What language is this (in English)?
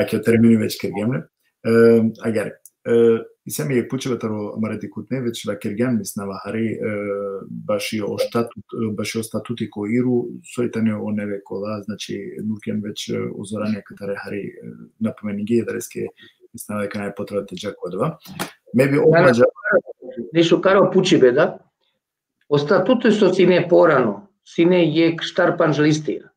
Balkan Romani